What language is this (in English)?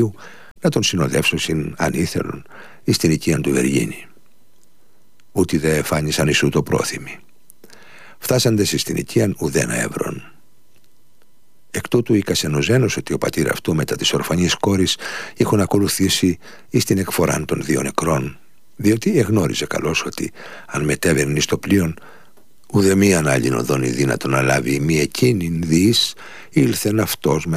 Greek